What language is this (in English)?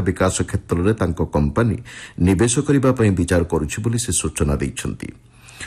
Odia